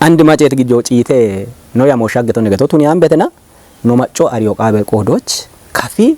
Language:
Kafa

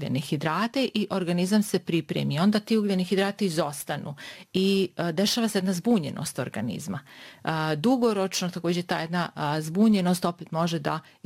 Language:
Bosnian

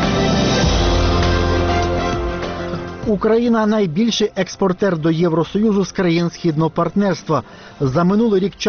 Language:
Ukrainian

